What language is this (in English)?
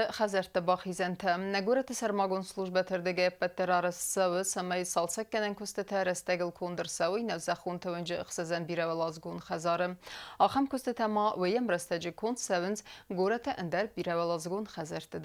Ossetic